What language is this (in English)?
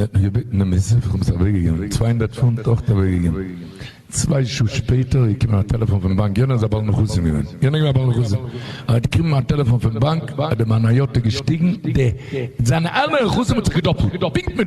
Yiddish